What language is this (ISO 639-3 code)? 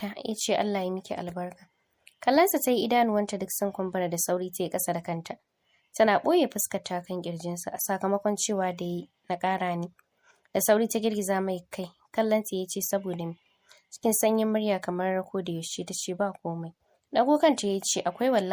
hau